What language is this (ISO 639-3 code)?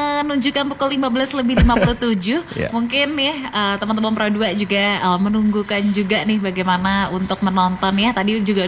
ind